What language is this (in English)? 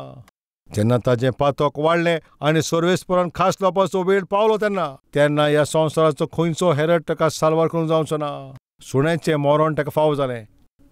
Konkani